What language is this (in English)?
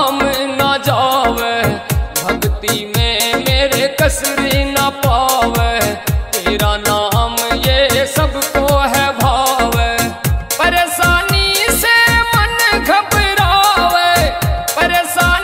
Haryanvi